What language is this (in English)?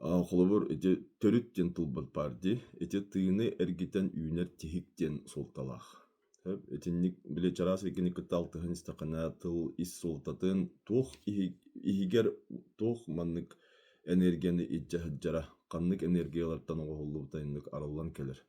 Yakut